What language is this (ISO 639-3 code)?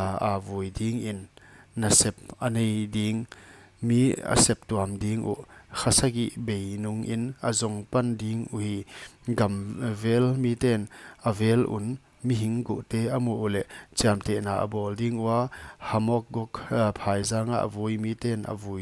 pck